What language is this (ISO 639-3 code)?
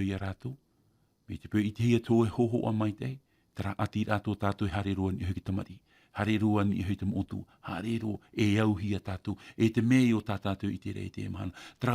tah